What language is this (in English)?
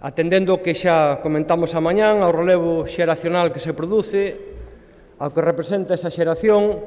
Galician